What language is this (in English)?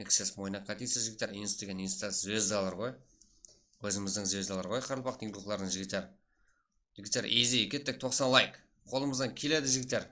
Kara-Kalpak